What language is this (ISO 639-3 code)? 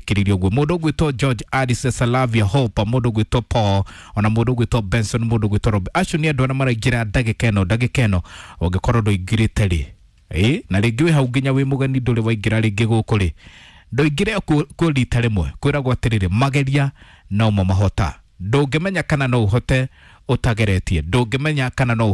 kik